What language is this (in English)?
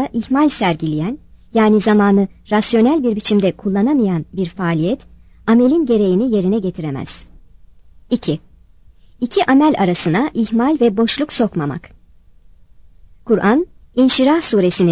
Turkish